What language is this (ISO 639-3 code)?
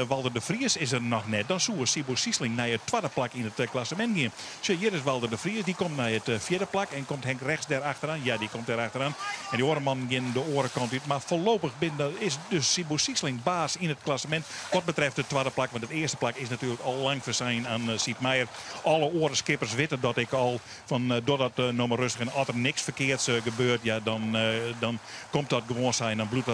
fry